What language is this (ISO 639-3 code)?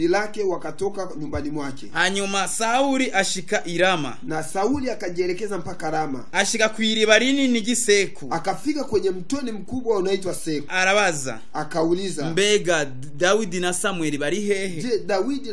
run